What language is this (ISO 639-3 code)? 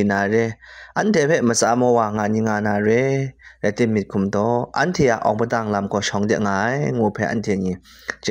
kac